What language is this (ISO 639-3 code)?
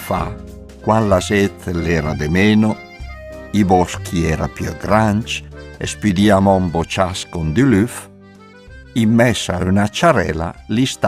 lmo